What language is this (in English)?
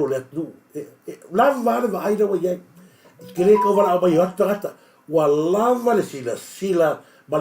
Samoan